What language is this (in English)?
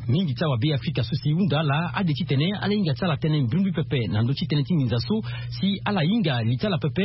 Sango